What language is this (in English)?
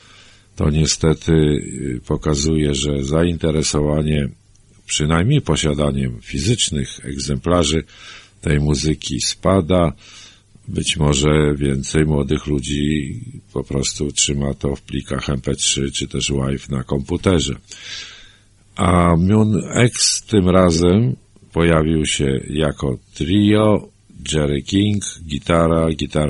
Polish